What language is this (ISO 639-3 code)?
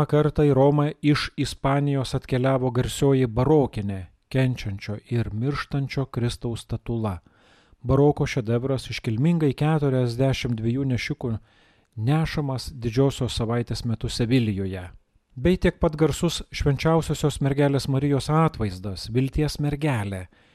lit